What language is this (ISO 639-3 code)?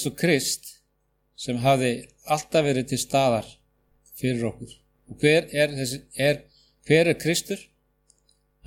isl